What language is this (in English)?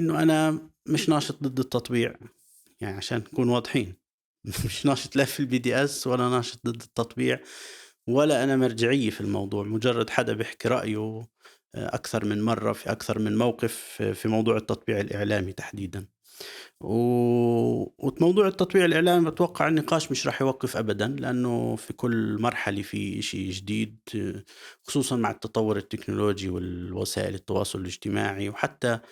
North Levantine Arabic